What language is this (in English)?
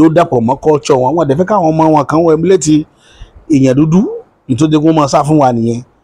Yoruba